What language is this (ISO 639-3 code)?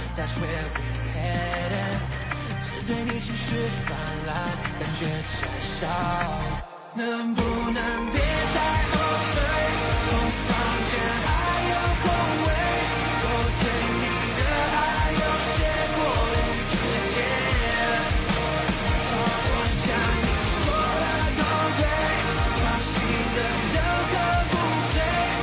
zho